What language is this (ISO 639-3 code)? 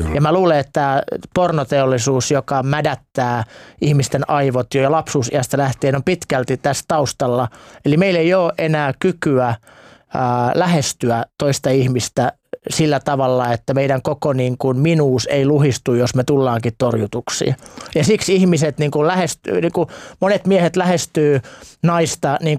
fin